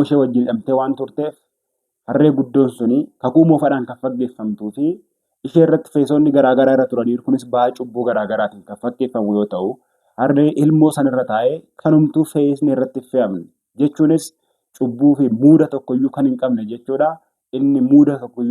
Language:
Oromo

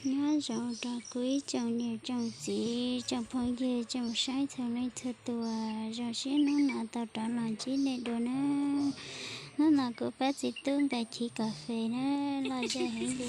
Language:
Hmong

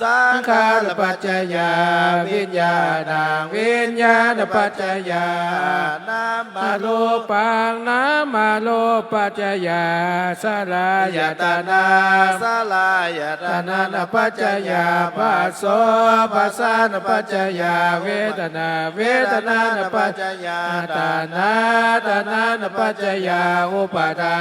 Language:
Pali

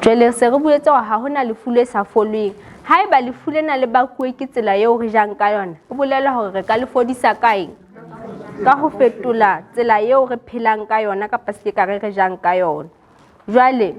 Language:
Southern Sotho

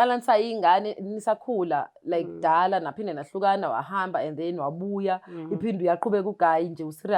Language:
Zulu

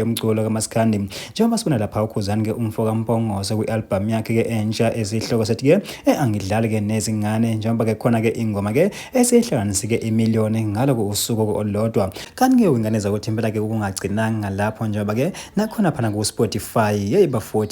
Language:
Zulu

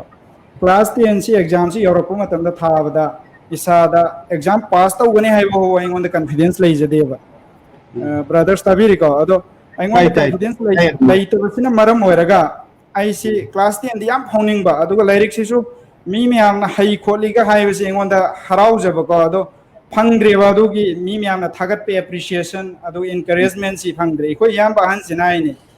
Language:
Manipuri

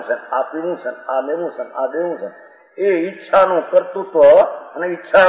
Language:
Gujarati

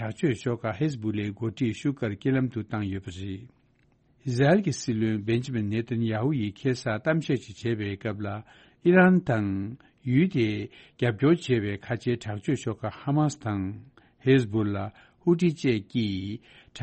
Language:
Tibetan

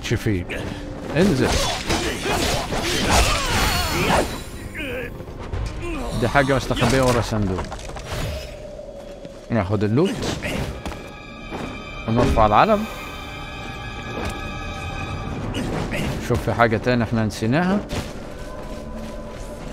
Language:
Egyptian Arabic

